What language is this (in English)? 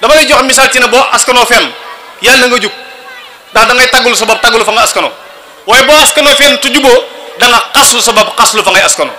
Wolof